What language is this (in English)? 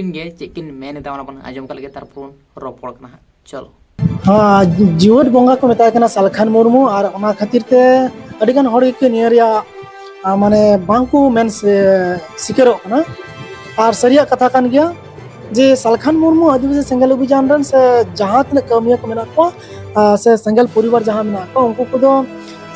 Santali